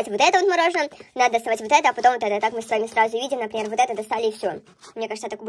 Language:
Russian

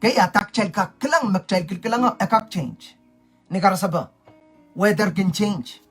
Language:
Pohnpeian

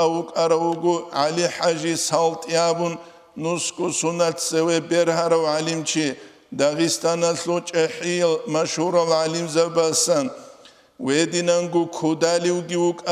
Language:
Avaric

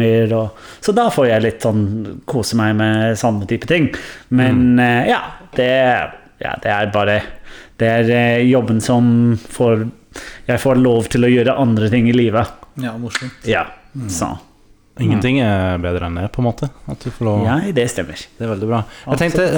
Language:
Norwegian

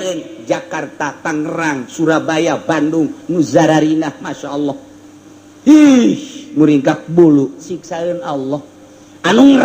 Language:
Sundanese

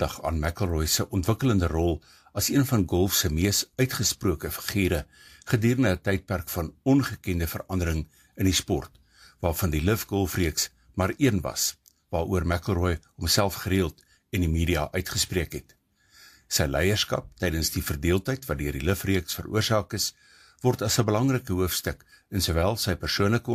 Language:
Afrikaans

